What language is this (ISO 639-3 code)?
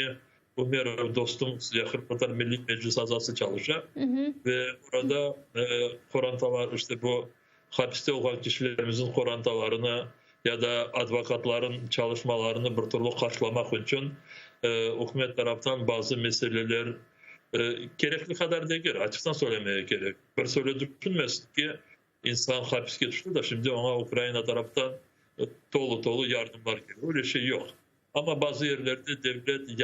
crh